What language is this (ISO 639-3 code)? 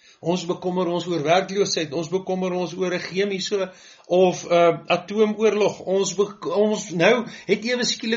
afr